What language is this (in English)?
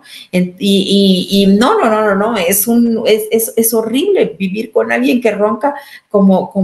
Spanish